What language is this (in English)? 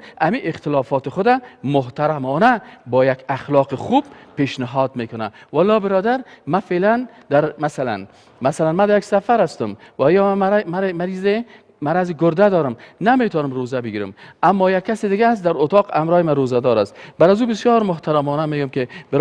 Persian